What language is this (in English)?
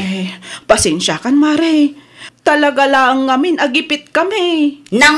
Iloko